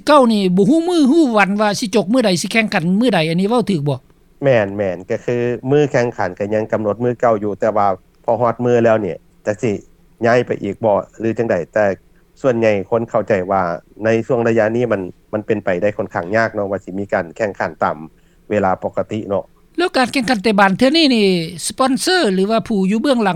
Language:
Lao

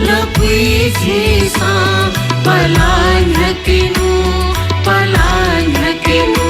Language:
Newari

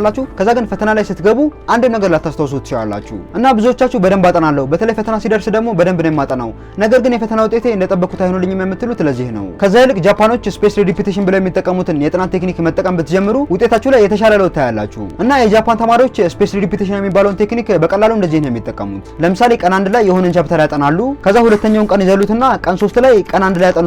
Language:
Amharic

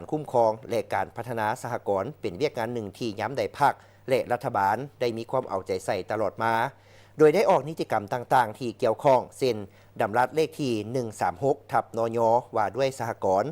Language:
Lao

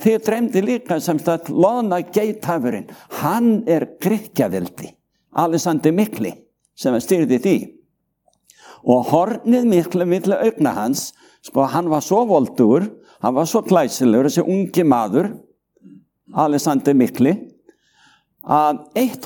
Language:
Icelandic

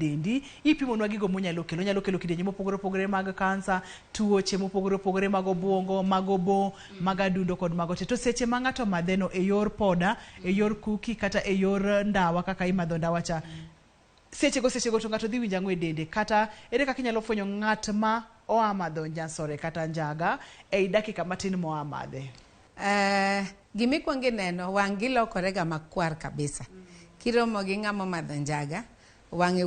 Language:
Luo (Kenya and Tanzania)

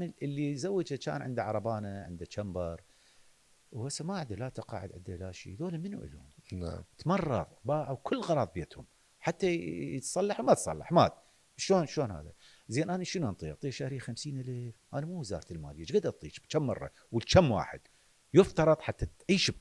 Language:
Mesopotamian Arabic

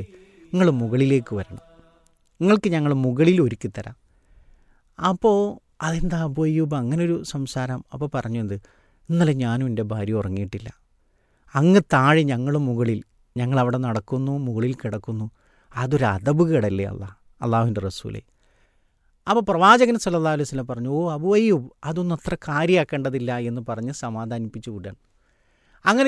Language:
Malayalam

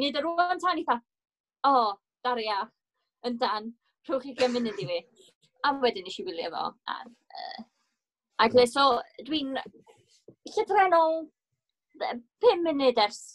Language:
Welsh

